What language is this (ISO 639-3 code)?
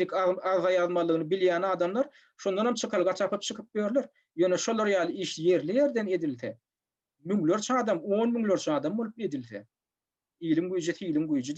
tuk